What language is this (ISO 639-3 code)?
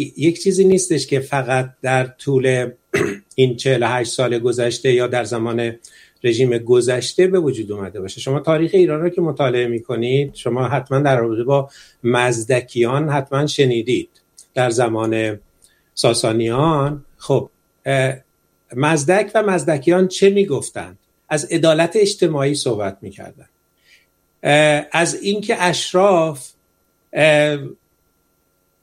fas